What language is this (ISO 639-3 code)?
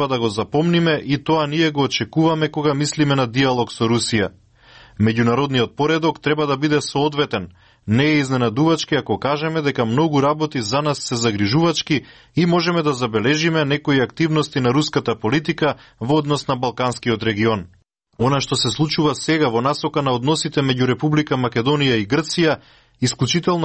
mkd